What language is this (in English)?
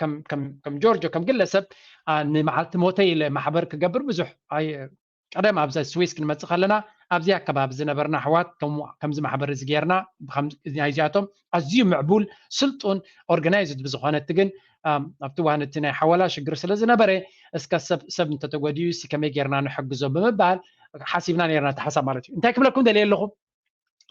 Tigrinya